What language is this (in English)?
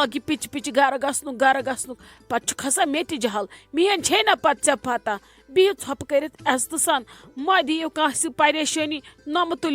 Kashmiri